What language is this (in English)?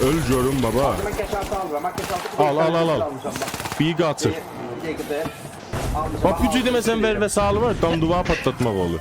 South Azerbaijani